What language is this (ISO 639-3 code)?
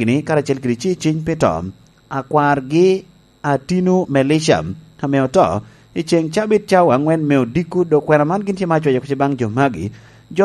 laj